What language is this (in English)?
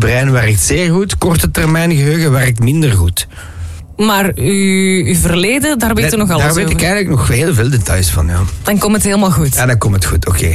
Dutch